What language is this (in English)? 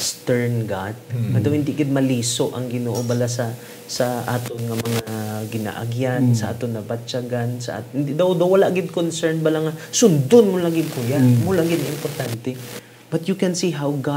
Hiligaynon